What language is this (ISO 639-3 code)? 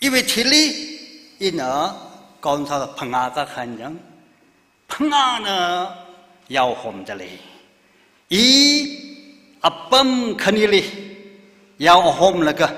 nmf